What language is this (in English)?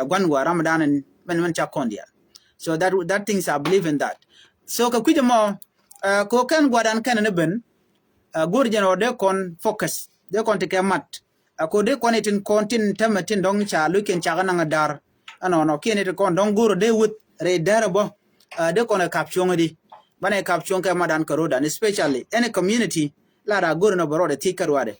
Nuer